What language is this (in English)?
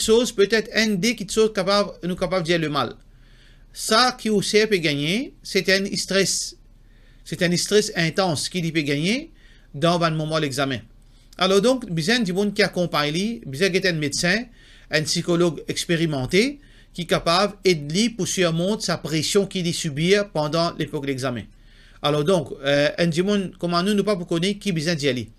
Morisyen